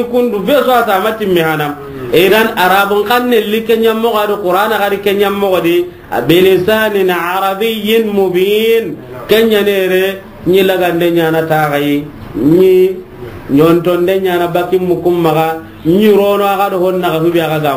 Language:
Soninke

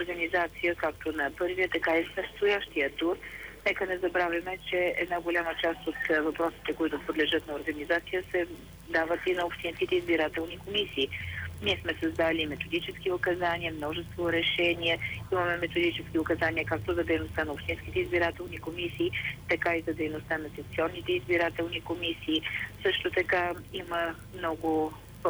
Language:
Bulgarian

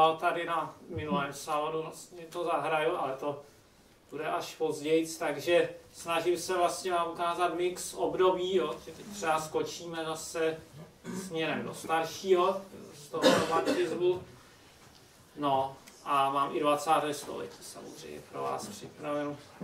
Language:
Czech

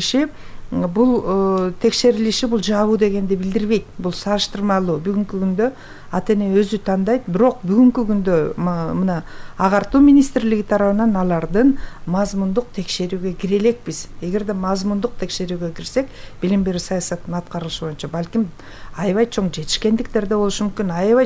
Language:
Kyrgyz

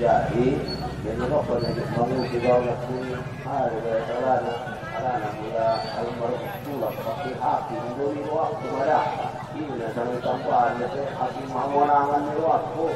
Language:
Batak Angkola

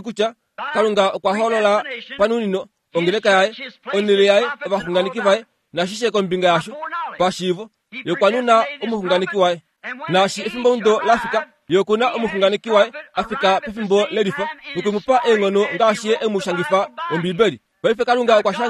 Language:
Kuanyama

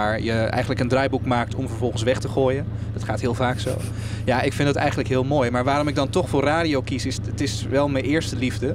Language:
Dutch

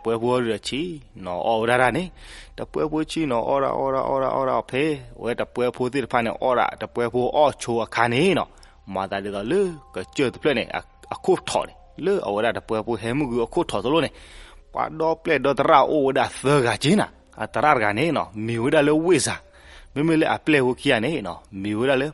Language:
S'gaw Karen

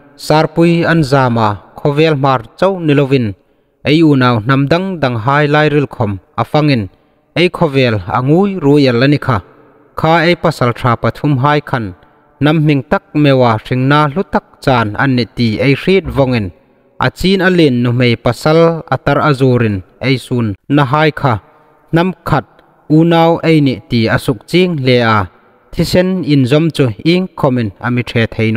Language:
Hmar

